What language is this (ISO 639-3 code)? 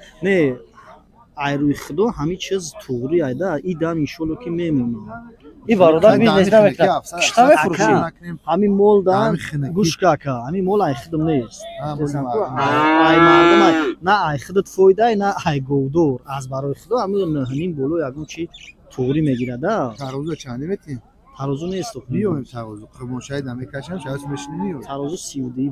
tgk